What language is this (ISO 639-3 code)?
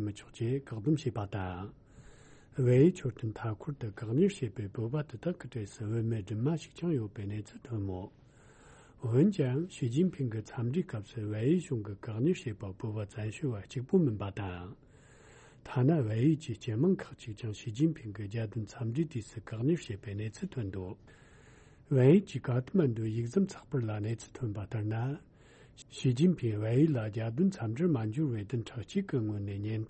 bod